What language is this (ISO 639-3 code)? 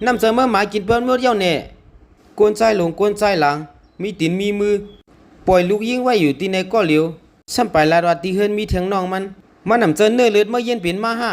shn